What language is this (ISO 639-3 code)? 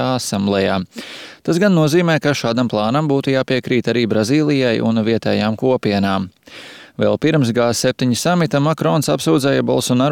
lav